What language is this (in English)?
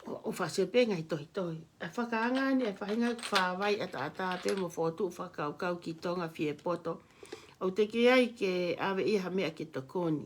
Tongan